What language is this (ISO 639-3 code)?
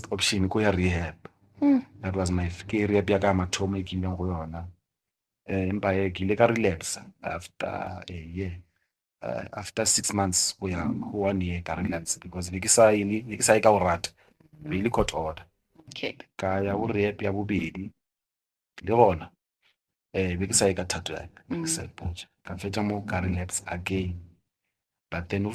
nso